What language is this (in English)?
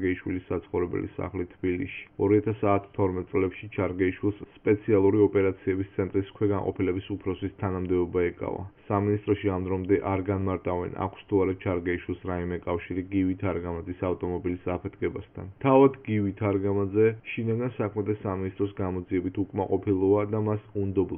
Georgian